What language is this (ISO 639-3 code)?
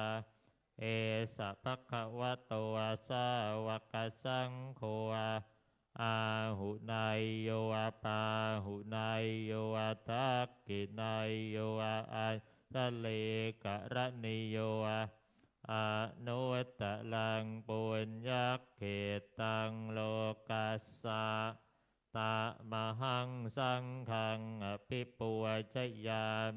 pli